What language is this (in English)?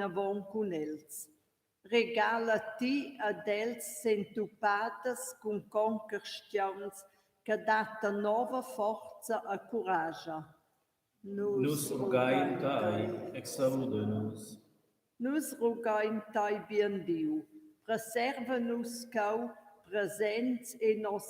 Romansh